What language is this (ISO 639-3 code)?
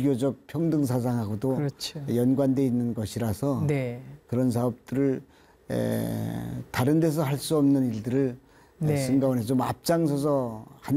kor